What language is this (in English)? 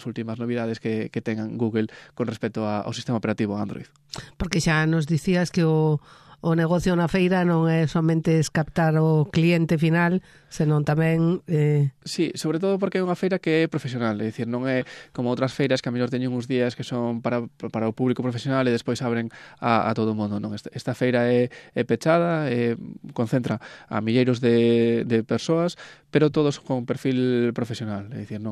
Galician